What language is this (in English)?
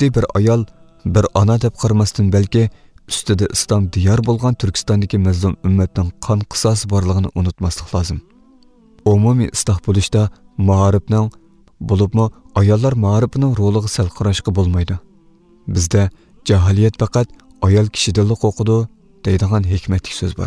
Uyghur